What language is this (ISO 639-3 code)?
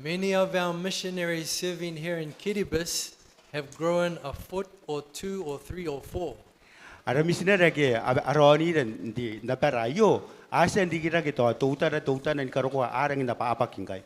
gil